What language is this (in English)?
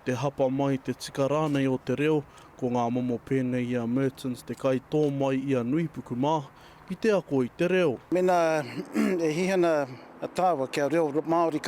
Māori